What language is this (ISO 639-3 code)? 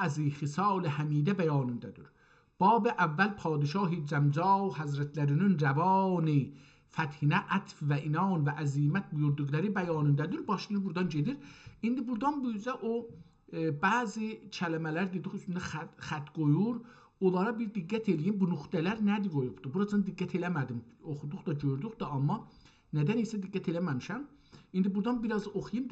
azb